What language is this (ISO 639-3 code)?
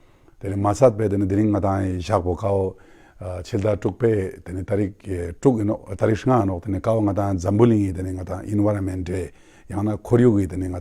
lbj